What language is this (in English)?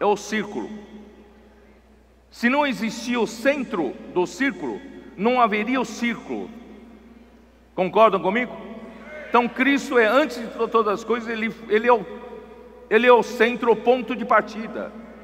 Portuguese